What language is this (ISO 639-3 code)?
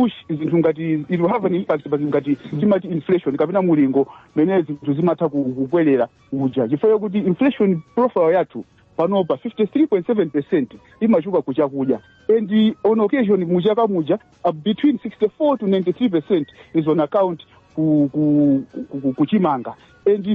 nya